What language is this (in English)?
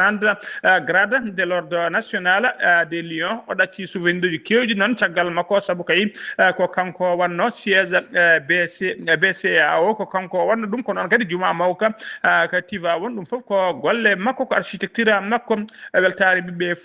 Fula